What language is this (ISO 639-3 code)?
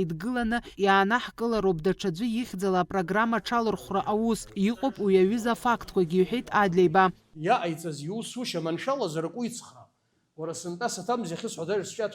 abk